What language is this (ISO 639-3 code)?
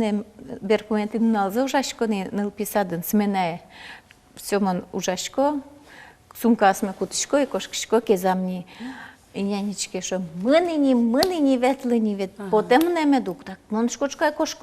udm